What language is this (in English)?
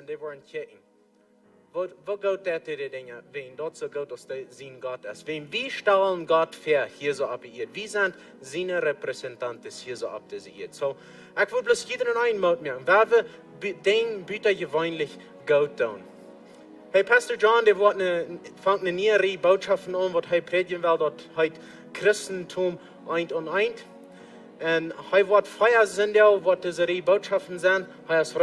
Plautdietsch